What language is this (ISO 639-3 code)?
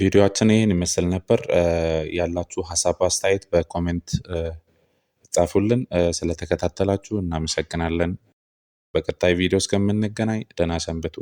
amh